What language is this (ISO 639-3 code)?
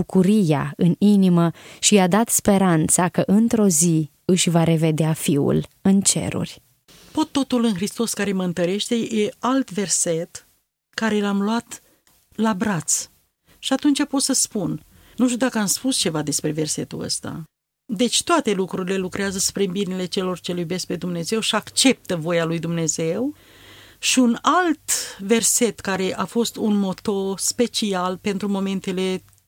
ron